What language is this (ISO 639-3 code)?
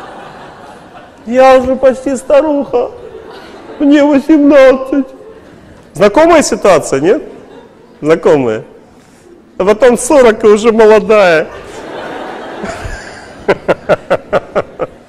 rus